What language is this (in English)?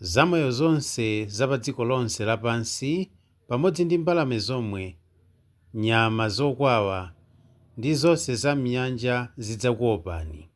Nyanja